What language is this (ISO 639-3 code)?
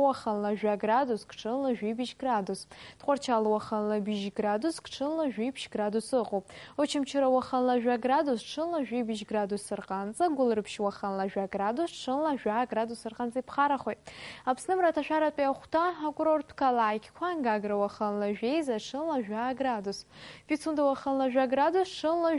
abk